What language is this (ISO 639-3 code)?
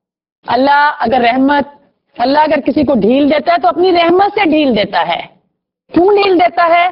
urd